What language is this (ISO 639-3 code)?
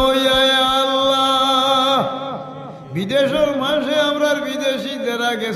syl